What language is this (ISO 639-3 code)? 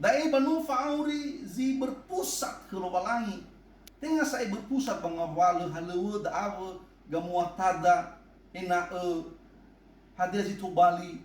nia